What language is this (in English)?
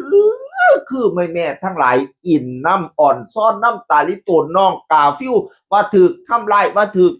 Northeastern Thai